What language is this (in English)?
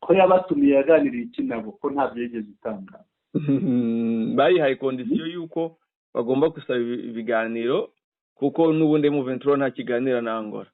Kinyarwanda